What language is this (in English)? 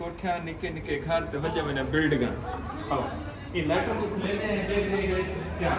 Saraiki